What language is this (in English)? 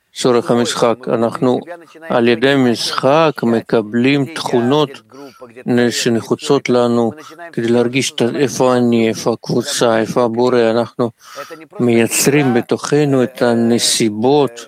Hebrew